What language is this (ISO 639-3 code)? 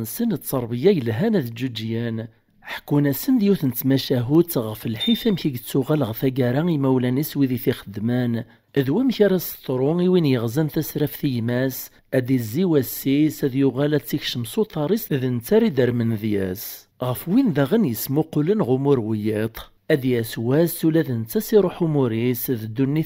kab